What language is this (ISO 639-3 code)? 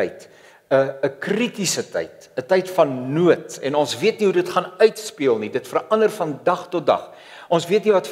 afr